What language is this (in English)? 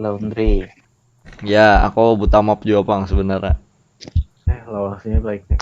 Banjar